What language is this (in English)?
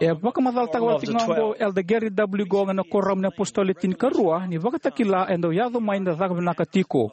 Fijian